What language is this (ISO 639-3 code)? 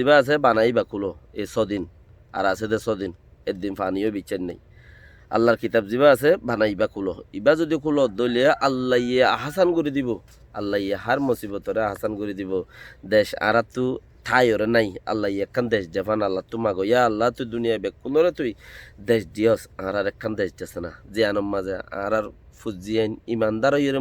rhg